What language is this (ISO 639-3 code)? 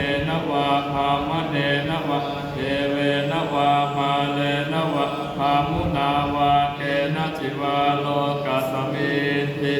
pli